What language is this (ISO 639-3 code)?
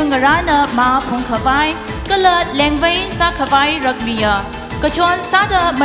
nmf